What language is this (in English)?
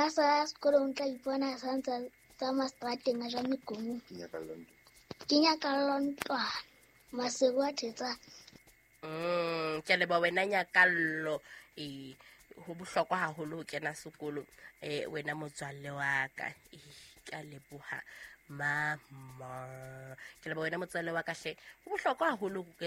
Southern Sotho